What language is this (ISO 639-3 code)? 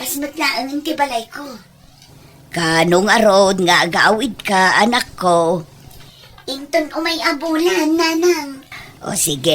ilo